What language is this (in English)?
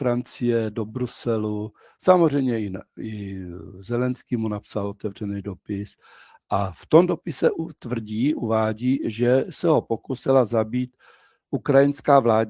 Czech